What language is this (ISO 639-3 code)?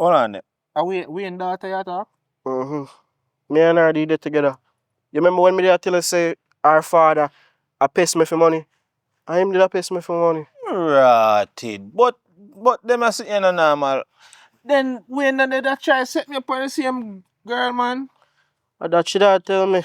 jam